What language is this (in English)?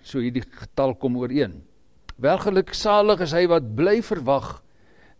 Afrikaans